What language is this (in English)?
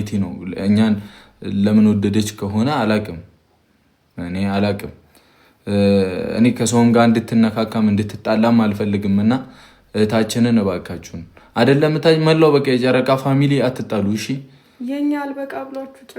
Amharic